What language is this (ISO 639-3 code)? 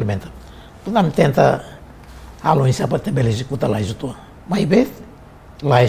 tet